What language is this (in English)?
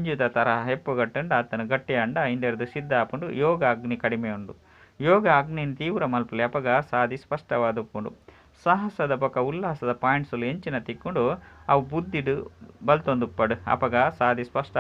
Tulu